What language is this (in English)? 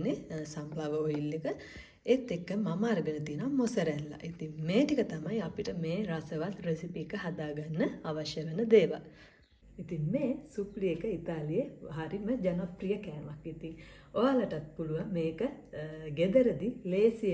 Sinhala